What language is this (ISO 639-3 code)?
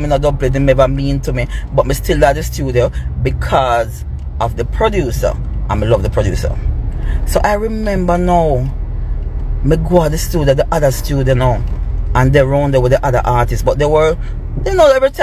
jam